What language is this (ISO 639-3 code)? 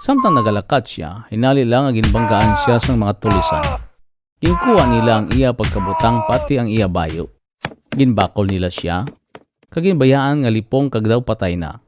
hil